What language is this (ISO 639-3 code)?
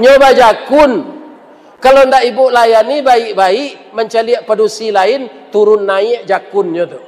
min